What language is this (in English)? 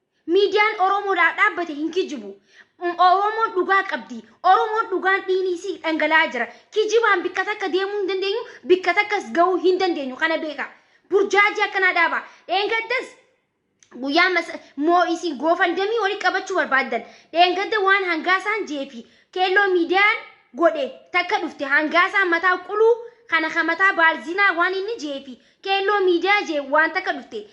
Oromo